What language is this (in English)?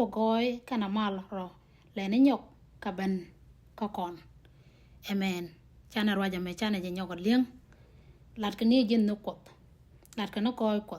Nuer